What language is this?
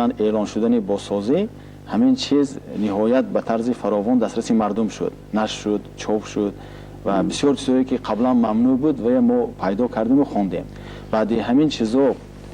Tajik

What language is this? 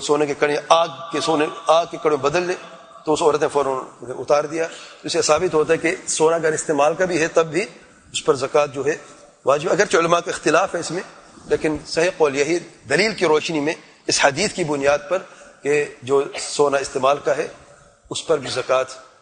Urdu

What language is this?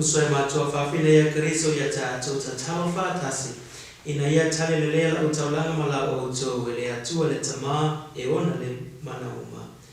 Samoan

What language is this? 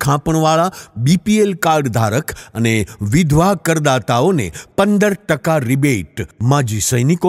Gujarati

